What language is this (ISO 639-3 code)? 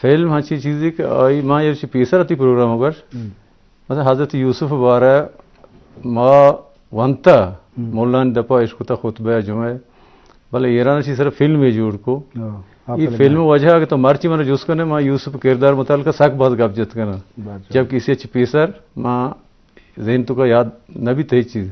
bgp